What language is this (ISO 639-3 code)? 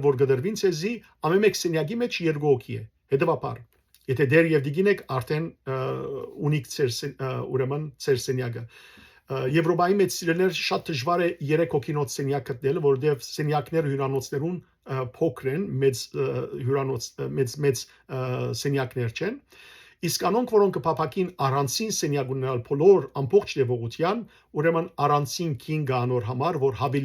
hyw